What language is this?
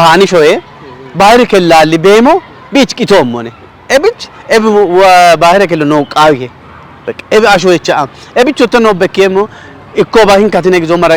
Kafa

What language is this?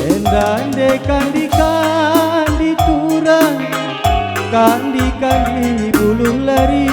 Batak Karo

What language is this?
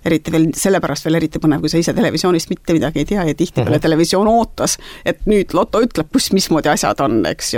Estonian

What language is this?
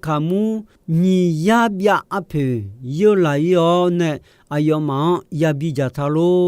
Akha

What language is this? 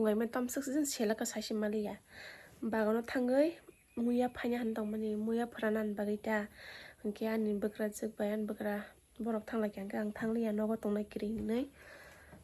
Kok Borok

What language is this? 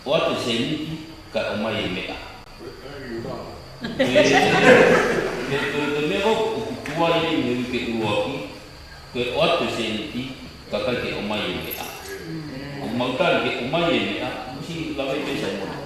Tongan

